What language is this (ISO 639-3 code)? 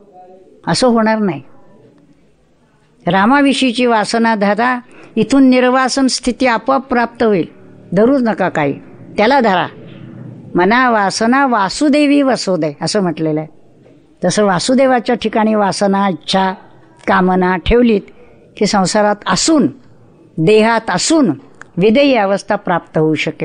mar